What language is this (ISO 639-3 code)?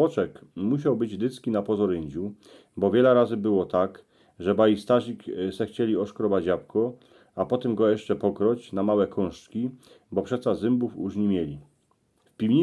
szl